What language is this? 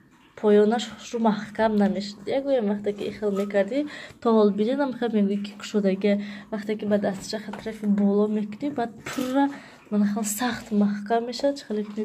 Tajik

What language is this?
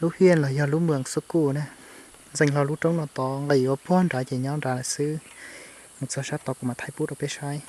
Hmong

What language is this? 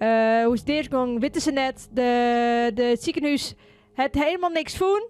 Western Frisian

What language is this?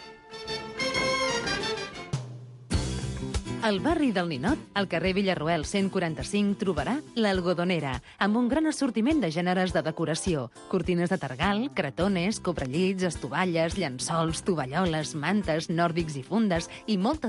Catalan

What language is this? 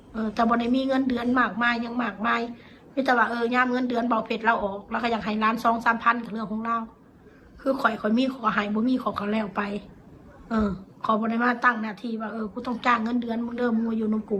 Northeastern Thai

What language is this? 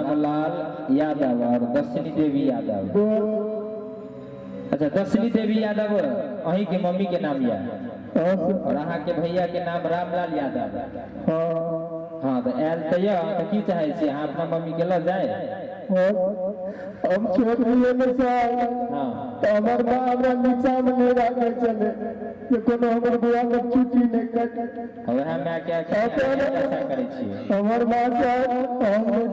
Maithili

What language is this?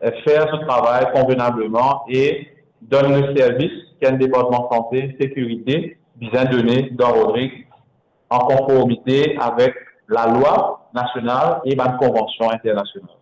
Morisyen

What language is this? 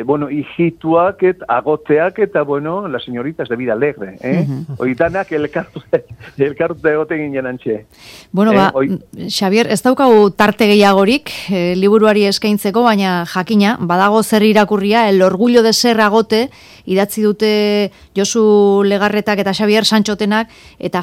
Basque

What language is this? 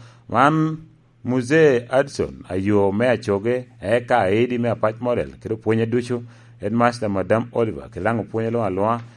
Lango (Uganda)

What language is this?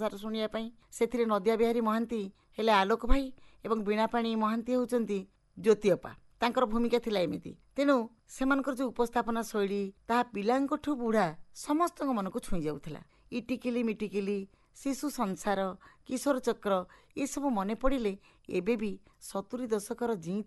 Odia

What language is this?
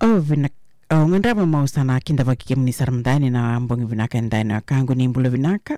Fijian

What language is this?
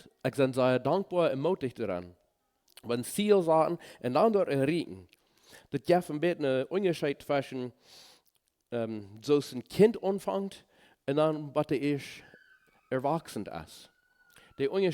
Plautdietsch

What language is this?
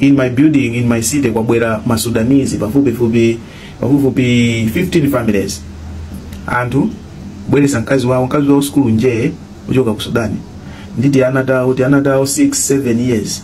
Nyanja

